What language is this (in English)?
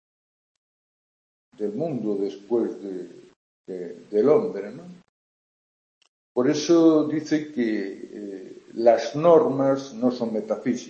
Spanish